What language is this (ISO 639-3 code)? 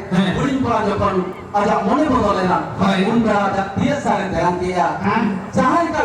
sat